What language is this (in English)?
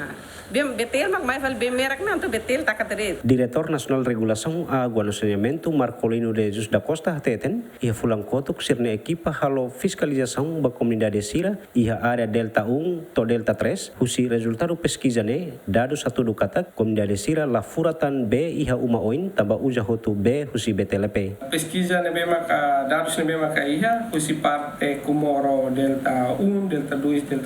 Tetum